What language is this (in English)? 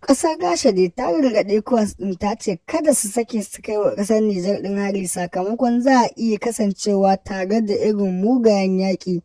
Hausa